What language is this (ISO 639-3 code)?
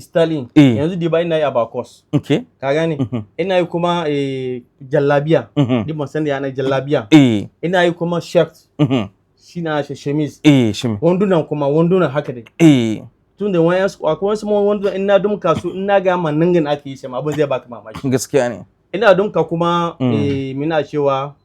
hau